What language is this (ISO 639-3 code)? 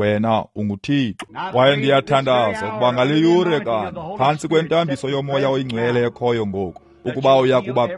xho